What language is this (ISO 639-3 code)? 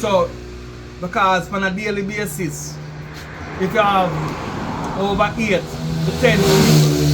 jam